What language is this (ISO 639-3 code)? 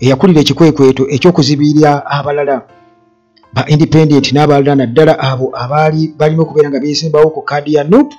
lug